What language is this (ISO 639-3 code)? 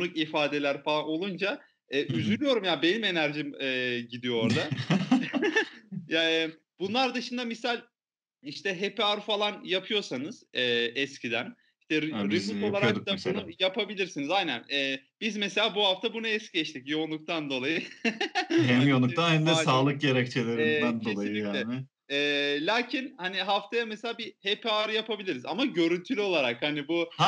tur